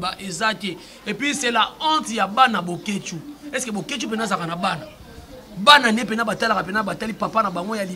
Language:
Lingala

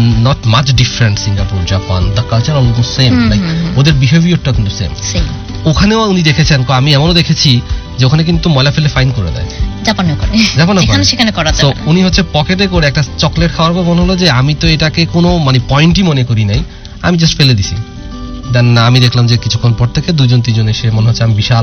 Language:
Bangla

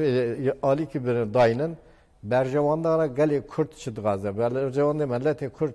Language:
Kurdish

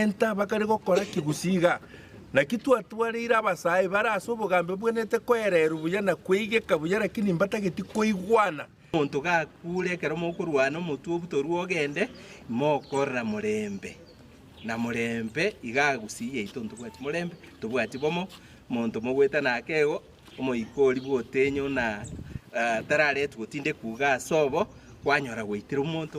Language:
Gusii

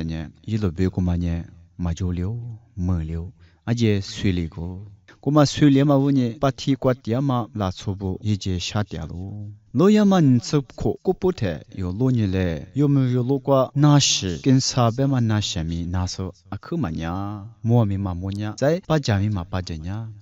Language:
Lisu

